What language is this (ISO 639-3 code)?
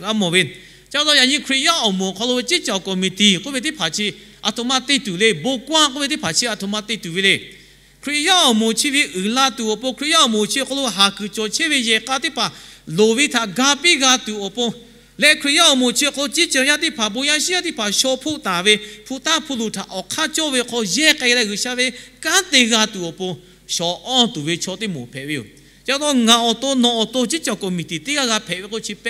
lhu